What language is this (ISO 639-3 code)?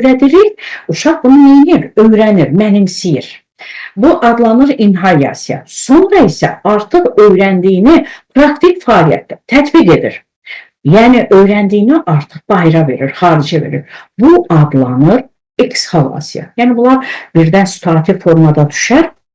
aze